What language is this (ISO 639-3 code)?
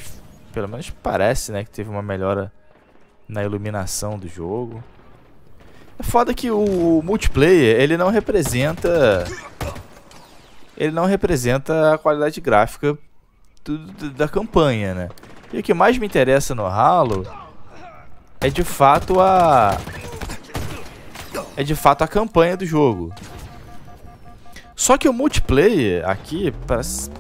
por